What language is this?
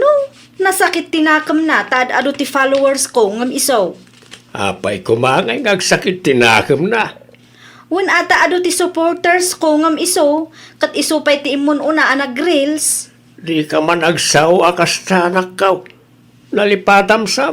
Iloko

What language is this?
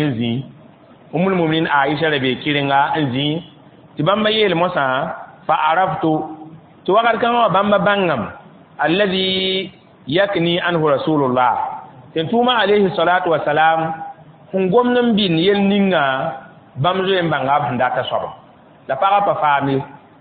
Mossi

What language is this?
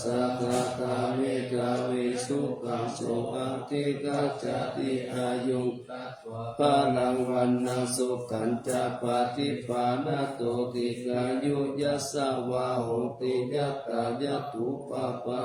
Pali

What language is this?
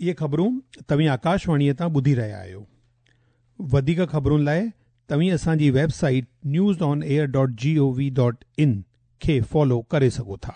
Sindhi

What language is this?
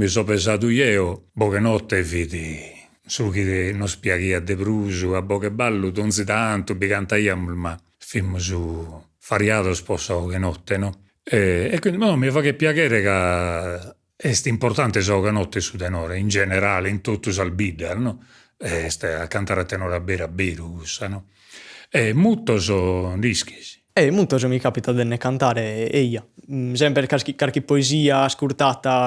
Sardinian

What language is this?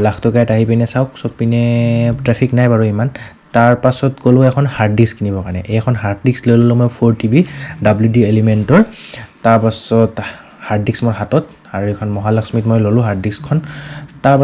Assamese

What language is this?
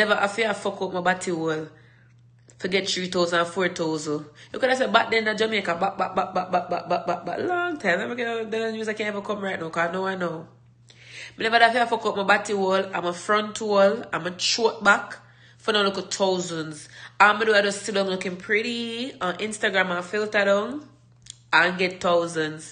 Jamaican Creole English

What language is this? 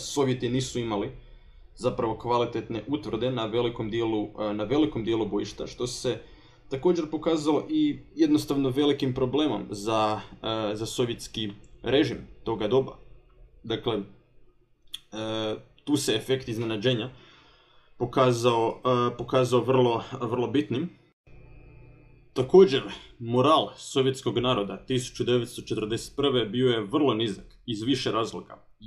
Croatian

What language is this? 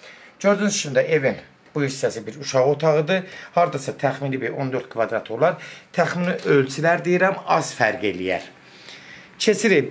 Azerbaijani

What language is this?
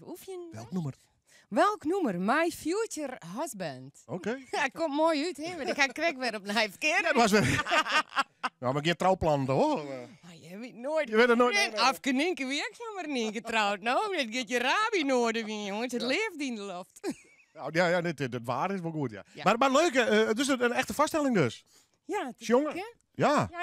Western Frisian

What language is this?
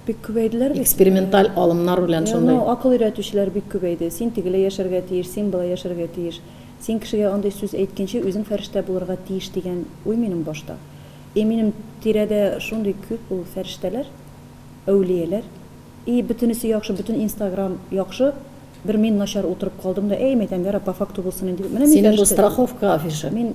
Tatar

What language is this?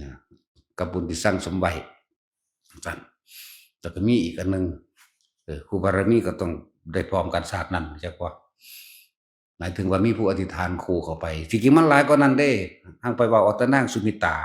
Northeastern Thai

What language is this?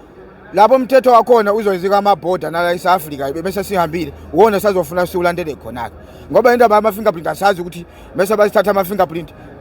Zulu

